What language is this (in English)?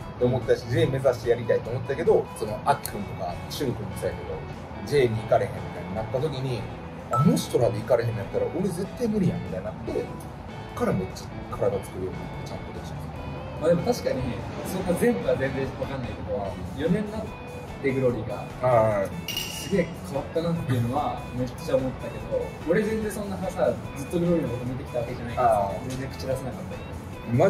Japanese